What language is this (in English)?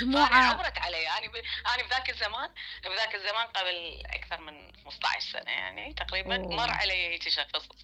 Mesopotamian Arabic